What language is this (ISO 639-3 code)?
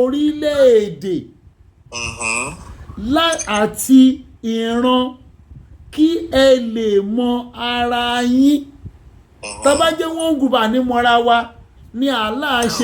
yor